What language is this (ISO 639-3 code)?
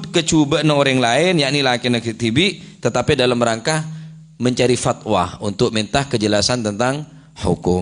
mad